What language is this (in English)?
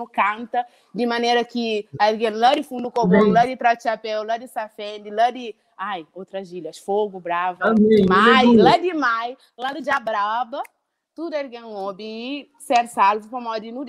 Kabuverdianu